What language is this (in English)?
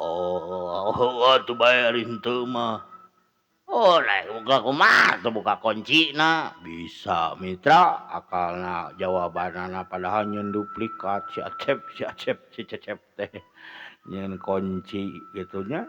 Sundanese